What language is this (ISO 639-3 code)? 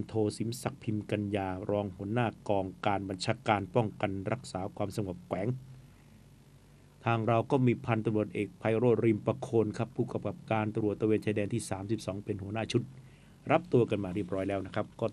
tha